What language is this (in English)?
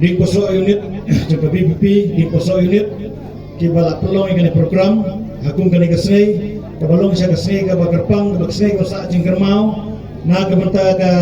Khasi